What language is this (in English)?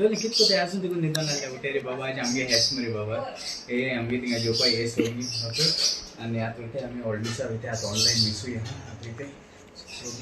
Konkani